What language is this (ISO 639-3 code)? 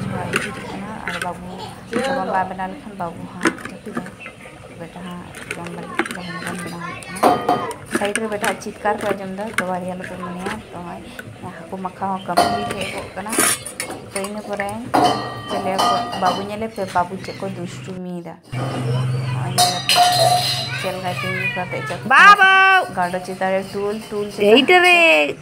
sat